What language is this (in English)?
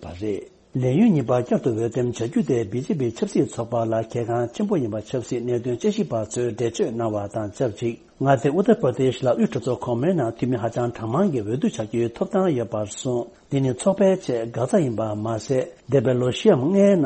Tibetan